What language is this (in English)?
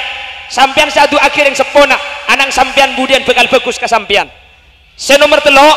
Madurese